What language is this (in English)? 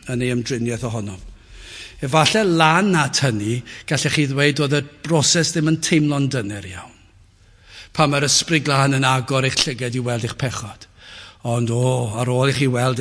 Welsh